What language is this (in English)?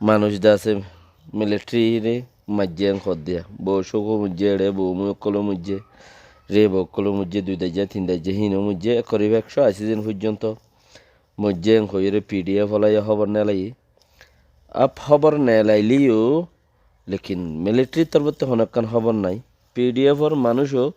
Rohingya